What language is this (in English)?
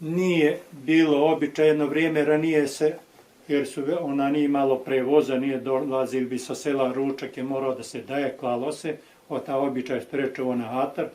Bosnian